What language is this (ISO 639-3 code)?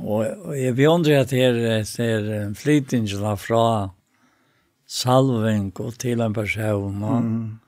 fao